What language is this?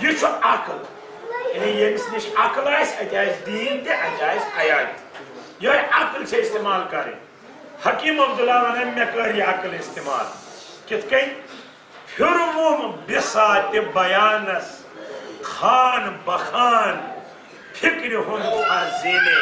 Kashmiri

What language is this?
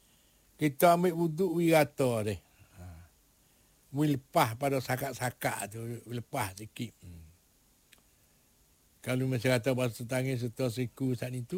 Malay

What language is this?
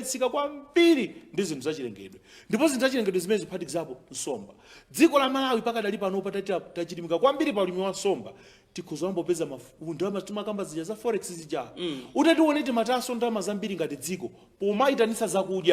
Nyanja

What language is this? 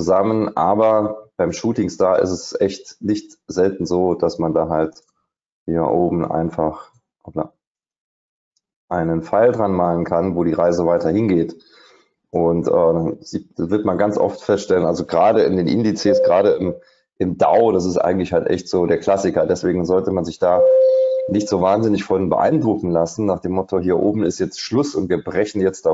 German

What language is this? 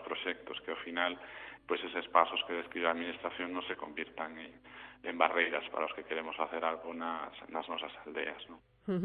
Galician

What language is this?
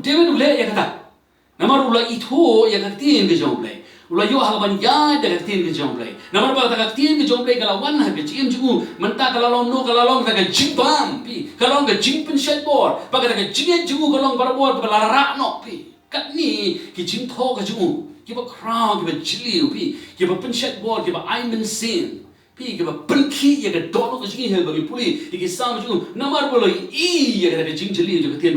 Khasi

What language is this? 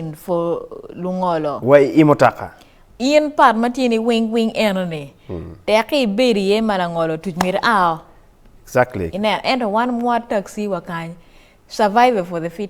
Acoli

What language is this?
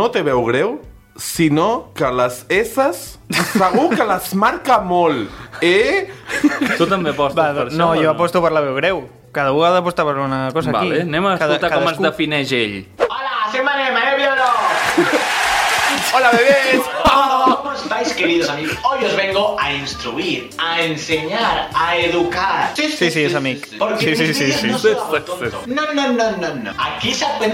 Catalan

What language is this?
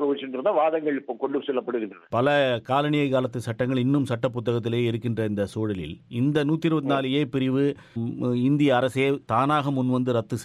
Tamil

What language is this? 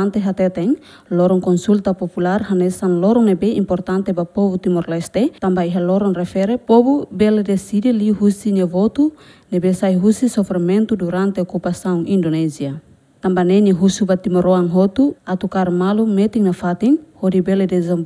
Tetum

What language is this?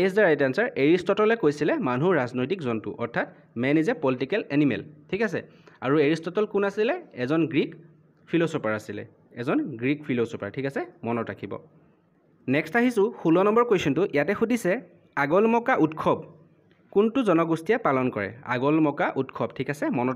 Assamese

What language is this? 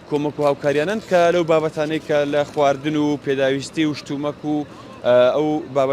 Central Kurdish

